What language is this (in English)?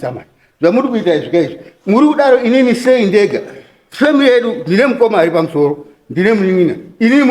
Shona